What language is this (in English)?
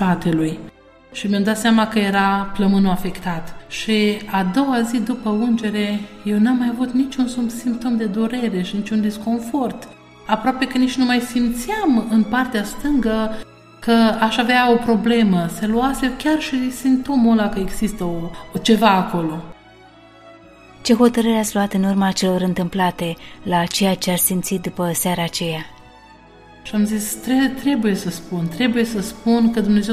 Romanian